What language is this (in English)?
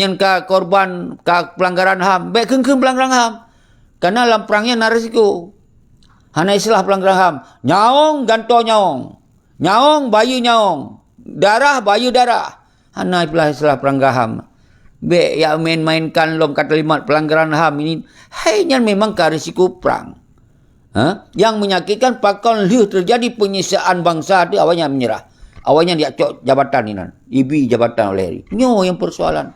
Achinese